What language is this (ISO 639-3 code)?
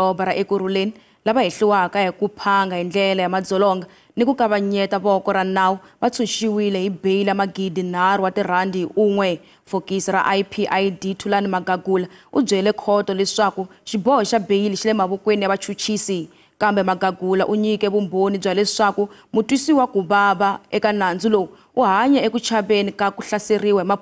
tso